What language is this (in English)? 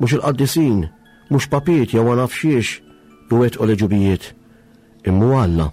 Maltese